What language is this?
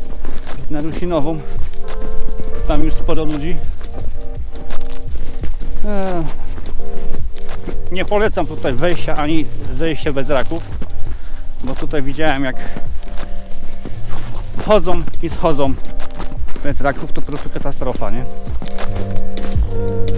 Polish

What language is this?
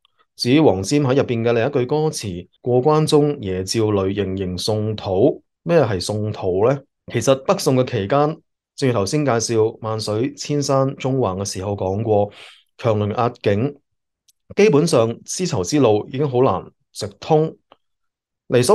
Cantonese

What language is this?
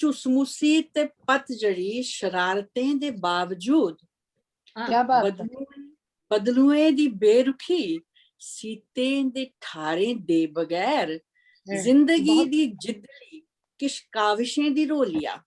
Dogri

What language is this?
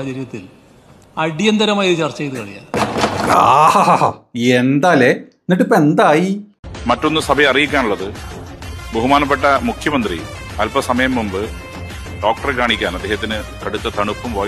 Malayalam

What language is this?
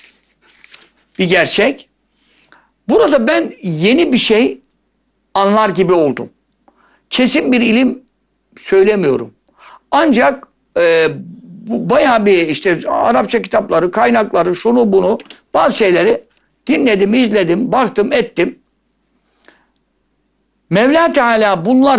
Turkish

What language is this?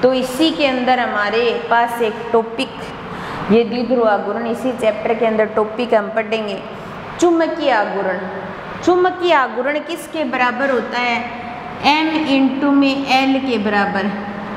Hindi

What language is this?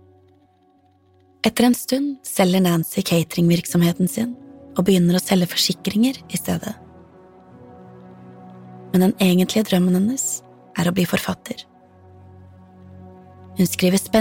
Norwegian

